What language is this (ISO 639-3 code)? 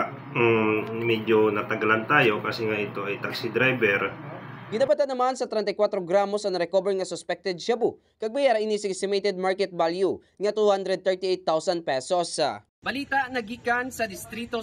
hil